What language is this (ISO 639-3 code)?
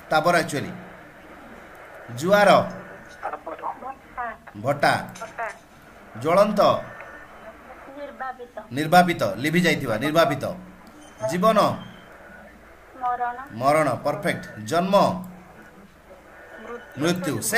ori